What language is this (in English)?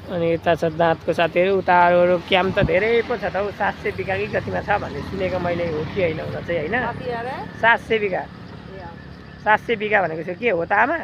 Nepali